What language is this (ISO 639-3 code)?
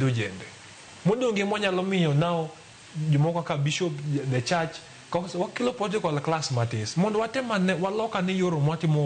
luo